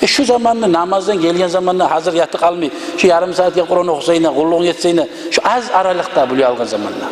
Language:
Kumyk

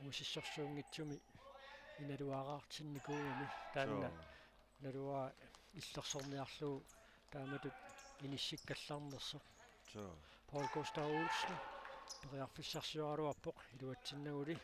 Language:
Kalaallisut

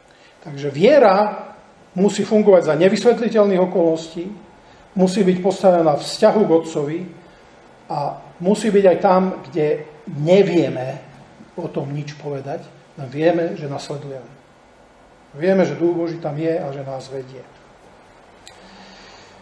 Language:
Slovak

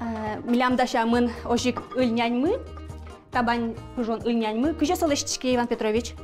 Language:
Udmurt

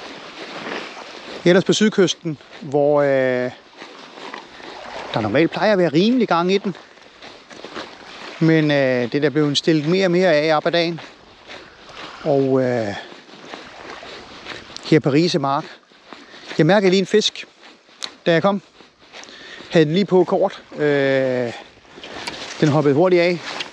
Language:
Danish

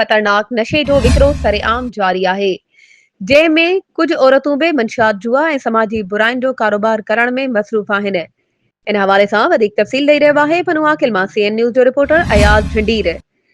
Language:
Sindhi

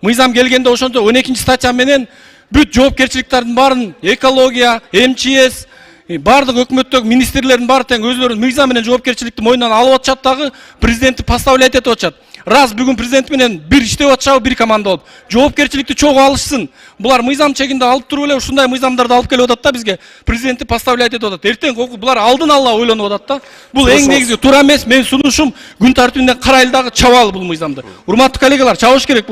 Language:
Kyrgyz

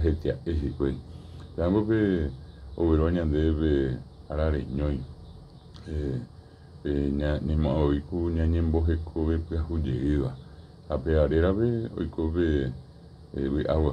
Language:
Guarani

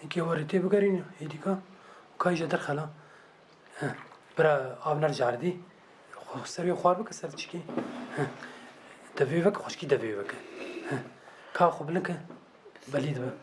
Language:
Kurdish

